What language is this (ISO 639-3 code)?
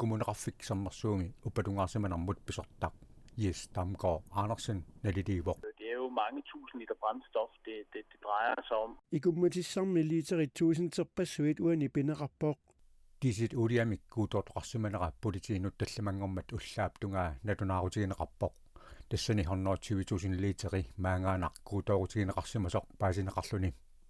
kal